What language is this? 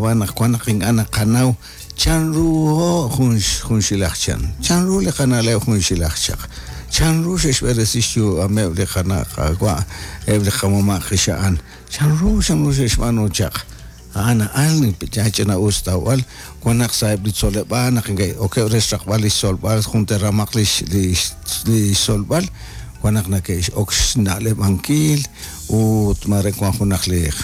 Kekchí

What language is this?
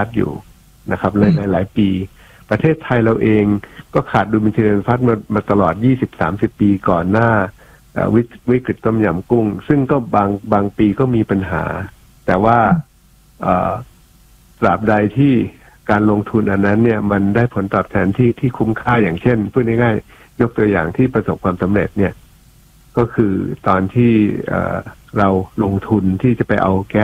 Thai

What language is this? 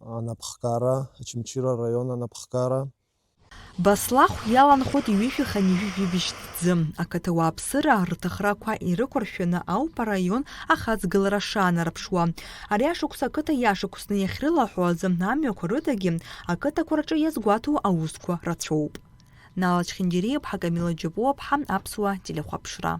Abkhazian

